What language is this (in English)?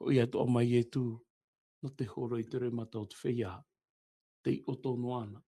Tahitian